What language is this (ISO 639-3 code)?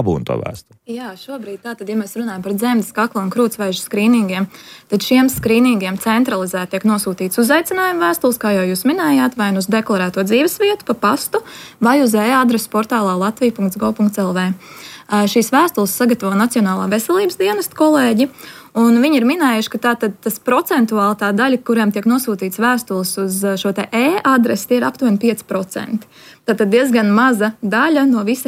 lav